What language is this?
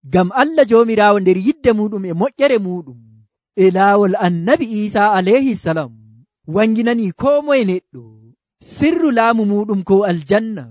Nigerian Fulfulde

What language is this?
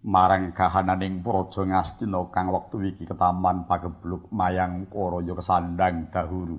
Javanese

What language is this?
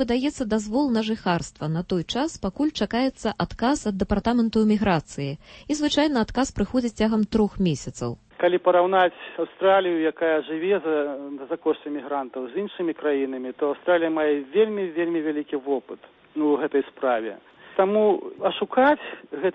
Belarusian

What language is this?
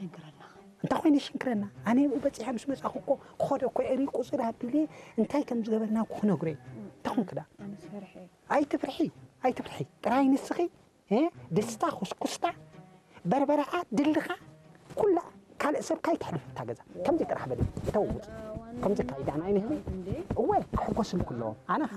Tigrinya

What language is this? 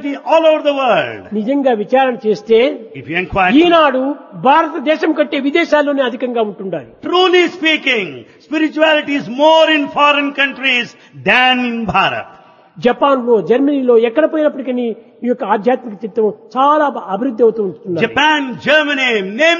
Telugu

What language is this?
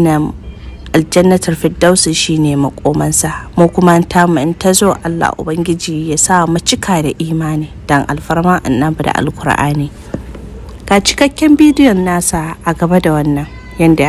Hausa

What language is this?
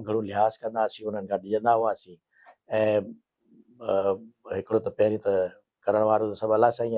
Sindhi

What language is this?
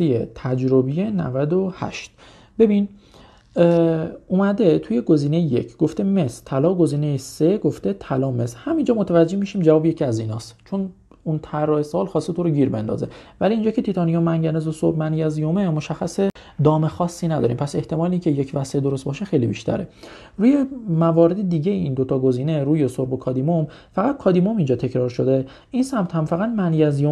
Persian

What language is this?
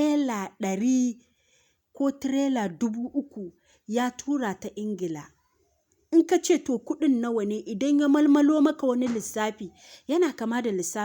Hausa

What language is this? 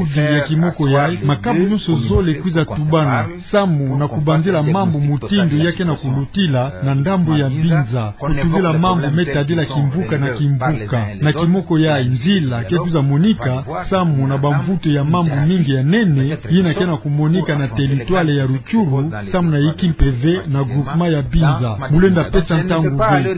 Kituba (Democratic Republic of Congo)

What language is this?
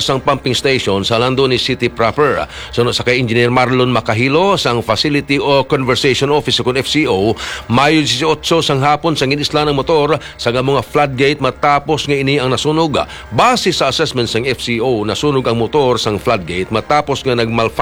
Hiligaynon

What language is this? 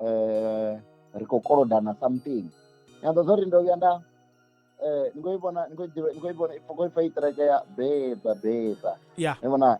Venda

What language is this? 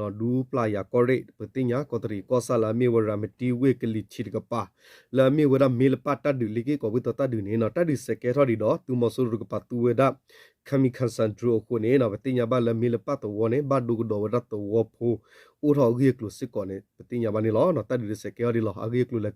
S'gaw Karen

